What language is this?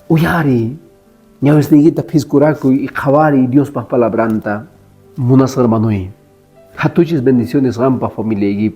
Quechua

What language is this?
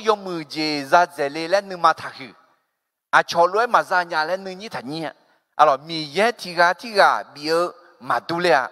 Akha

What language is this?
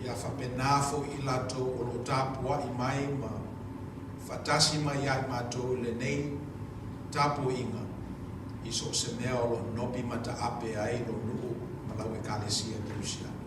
Samoan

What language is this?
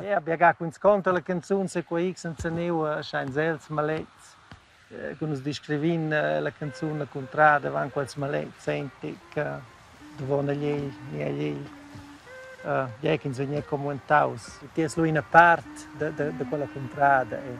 Romansh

